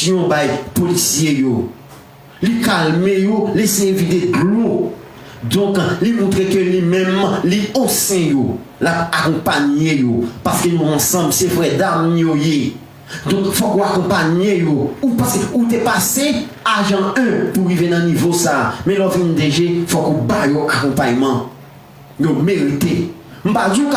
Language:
Haitian Creole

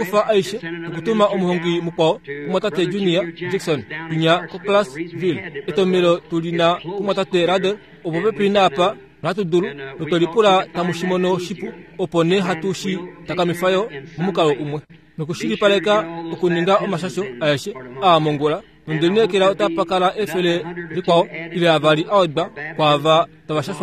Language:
Kuanyama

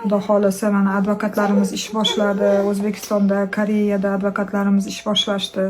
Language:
Uzbek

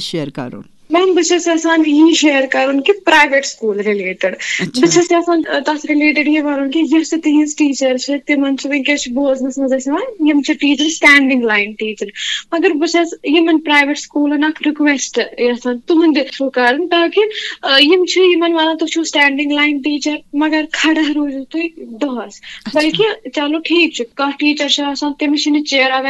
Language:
Kashmiri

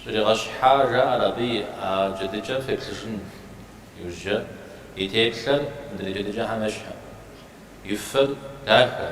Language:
Kabardian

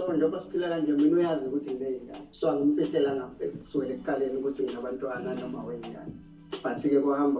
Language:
Zulu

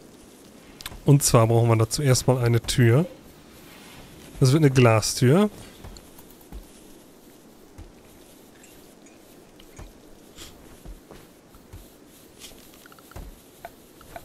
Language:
German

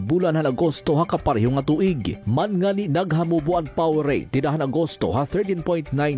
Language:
Waray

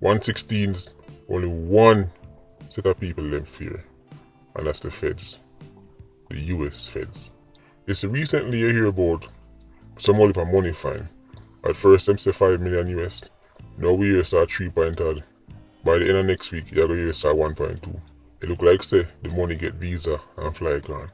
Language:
Jamaican Creole English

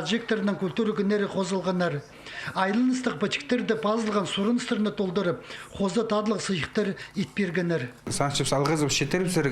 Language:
Khakas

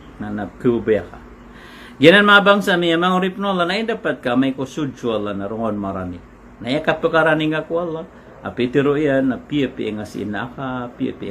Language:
Maranao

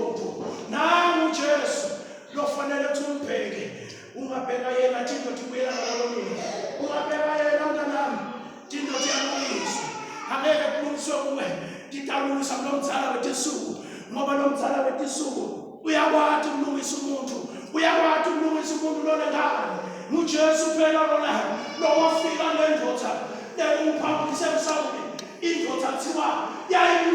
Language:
Swati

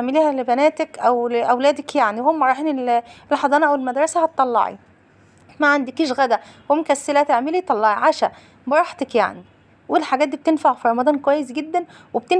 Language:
Egyptian Arabic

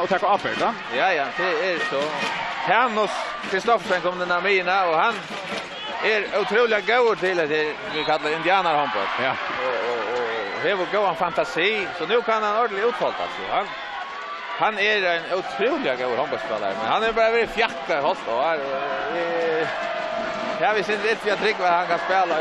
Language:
Faroese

